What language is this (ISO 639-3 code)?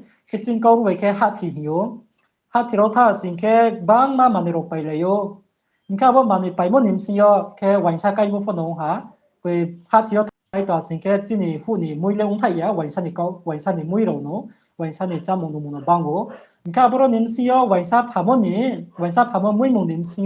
ria